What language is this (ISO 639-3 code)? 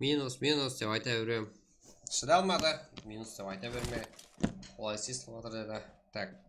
kaa